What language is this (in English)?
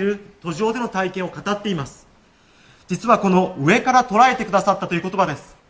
Japanese